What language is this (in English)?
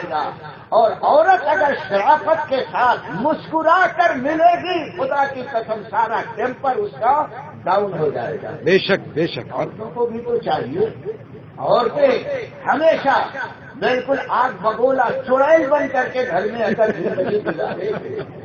Urdu